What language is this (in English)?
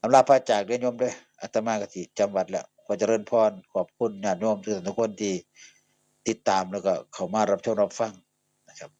Northeastern Thai